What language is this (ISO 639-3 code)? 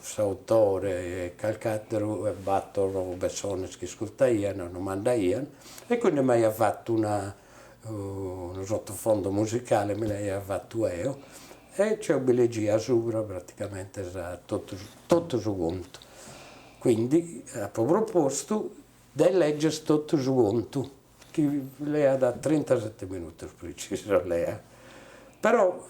srd